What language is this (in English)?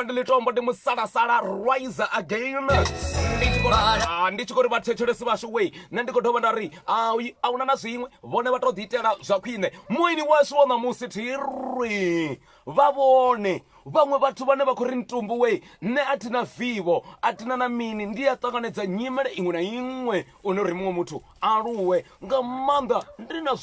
Venda